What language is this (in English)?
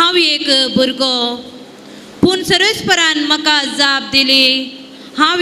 Konkani